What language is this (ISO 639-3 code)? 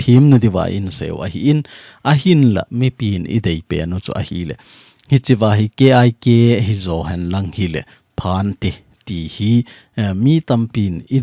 tcz